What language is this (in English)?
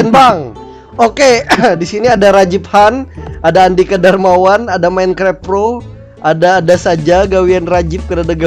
Banjar